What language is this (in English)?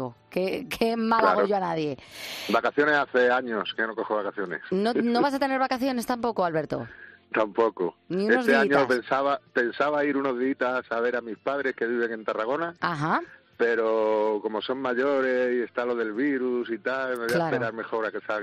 Spanish